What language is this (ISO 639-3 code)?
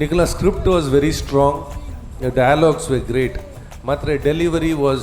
tcy